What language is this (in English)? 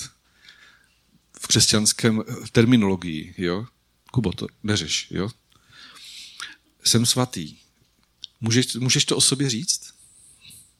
Czech